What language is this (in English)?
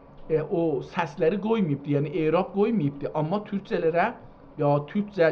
South Azerbaijani